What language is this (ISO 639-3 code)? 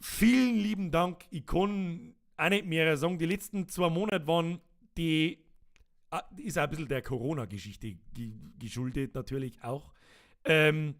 bar